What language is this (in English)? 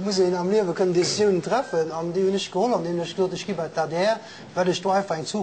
Luxembourgish